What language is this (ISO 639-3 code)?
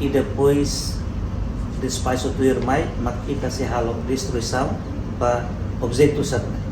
tet